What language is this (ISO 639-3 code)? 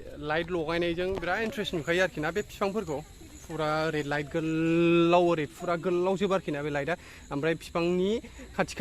brx